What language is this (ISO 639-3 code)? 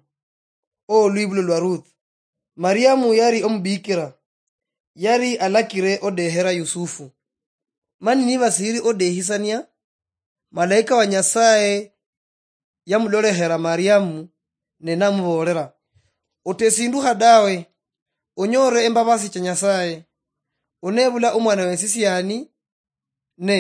luy